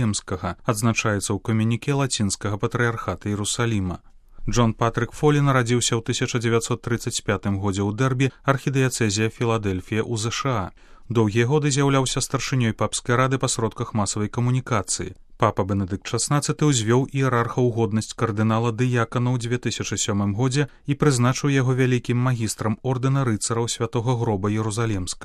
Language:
Belarusian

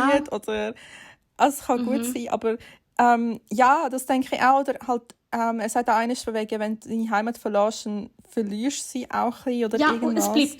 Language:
Swiss German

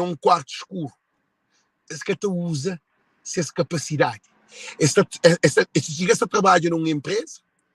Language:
Kabuverdianu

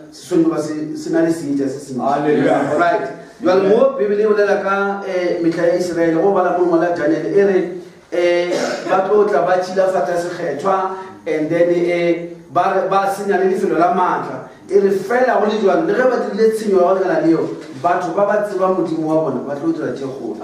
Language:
Northern Sotho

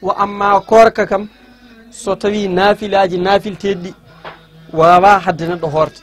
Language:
Fula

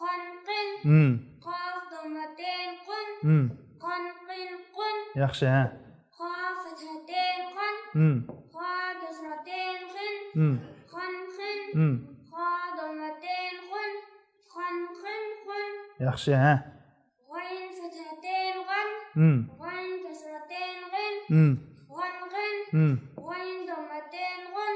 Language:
Uyghur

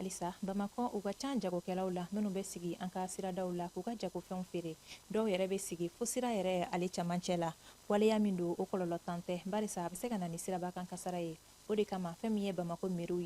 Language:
Bambara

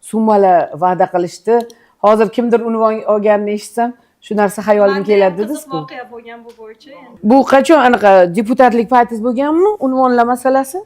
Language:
Uzbek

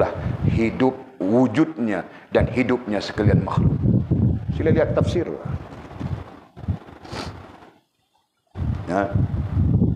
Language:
Malay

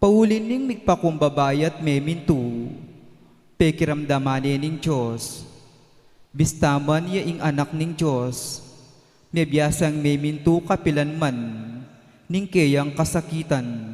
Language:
Pampanga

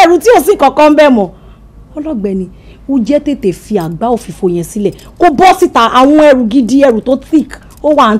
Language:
Yoruba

